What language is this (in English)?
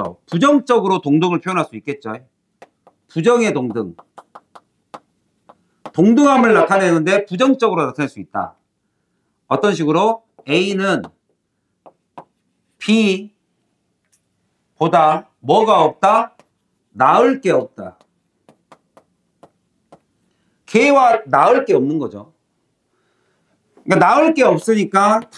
Korean